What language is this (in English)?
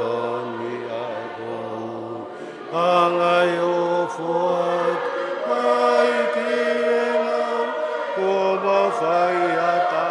Tongan